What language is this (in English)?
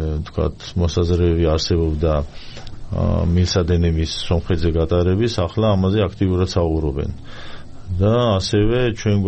Georgian